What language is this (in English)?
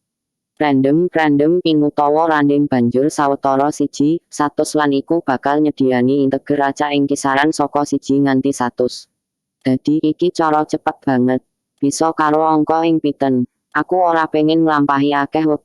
Javanese